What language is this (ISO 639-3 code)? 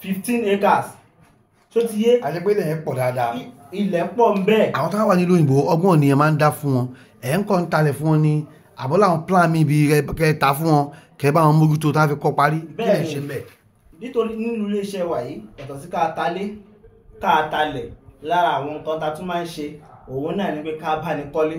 yor